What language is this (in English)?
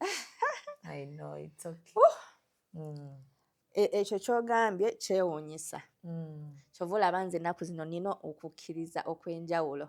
Ganda